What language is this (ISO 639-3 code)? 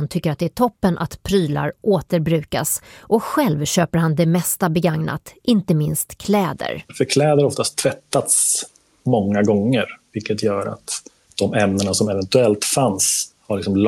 swe